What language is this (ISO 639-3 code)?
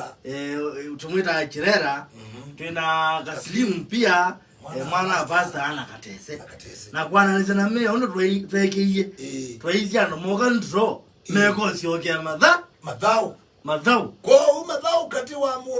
kam